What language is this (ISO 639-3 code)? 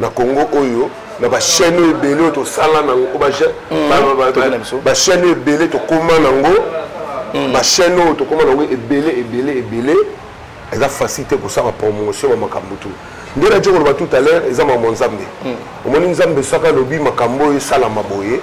lin